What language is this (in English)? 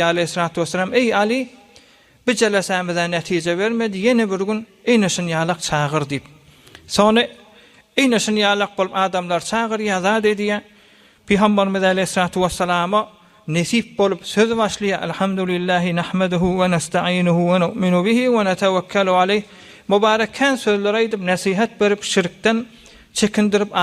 Turkmen